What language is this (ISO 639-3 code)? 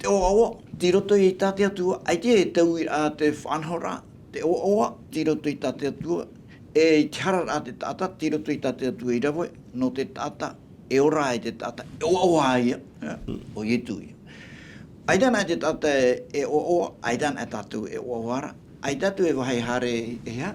tah